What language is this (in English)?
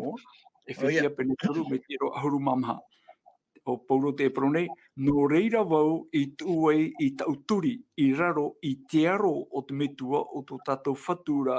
Tahitian